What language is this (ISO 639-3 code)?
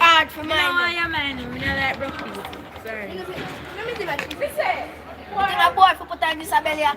jam